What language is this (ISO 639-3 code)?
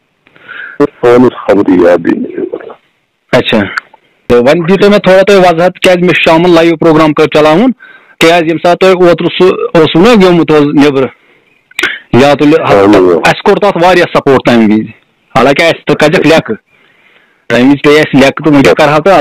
kas